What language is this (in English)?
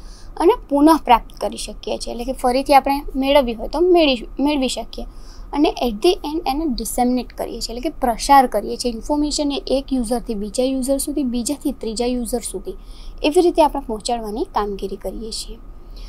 Gujarati